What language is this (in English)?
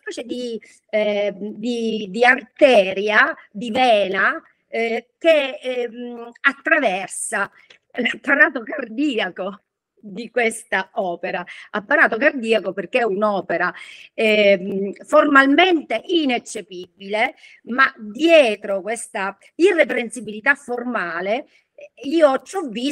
Italian